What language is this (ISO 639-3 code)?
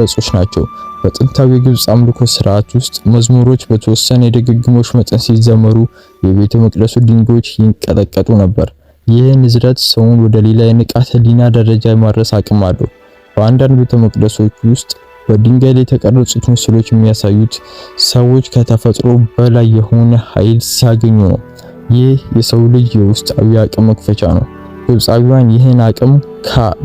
amh